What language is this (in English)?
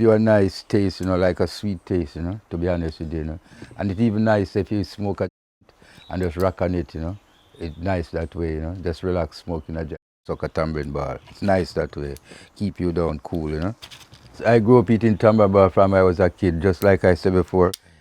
Jamaican Creole English